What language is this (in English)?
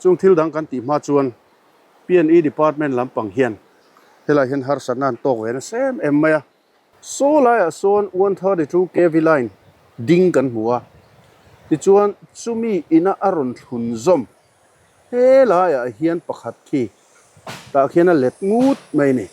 Mizo